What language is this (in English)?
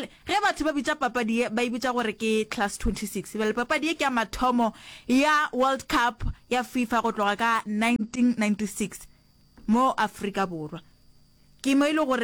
Northern Sotho